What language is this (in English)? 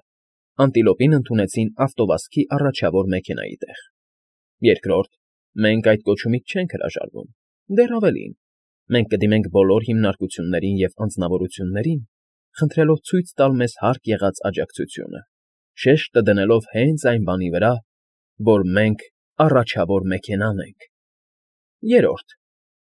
Armenian